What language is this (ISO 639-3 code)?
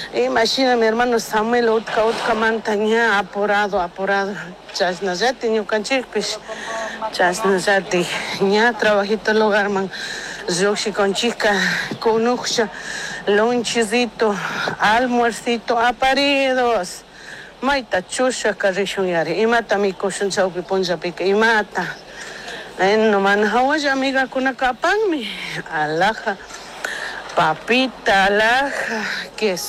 qug